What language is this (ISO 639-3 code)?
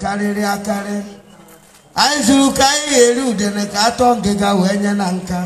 ibo